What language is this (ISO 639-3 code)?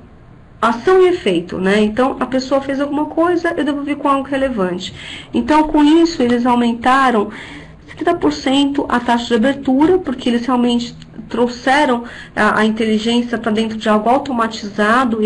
por